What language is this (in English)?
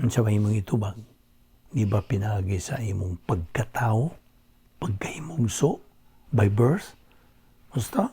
Cebuano